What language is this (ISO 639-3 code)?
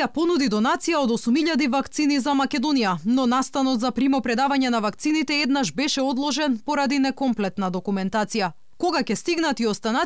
mkd